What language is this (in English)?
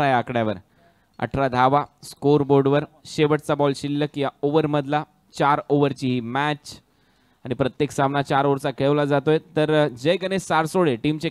Marathi